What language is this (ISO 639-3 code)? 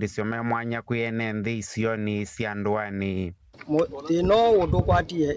kam